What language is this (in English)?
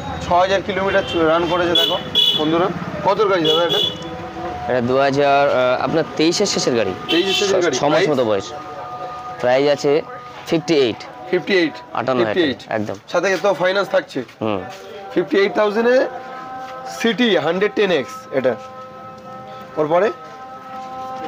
Bangla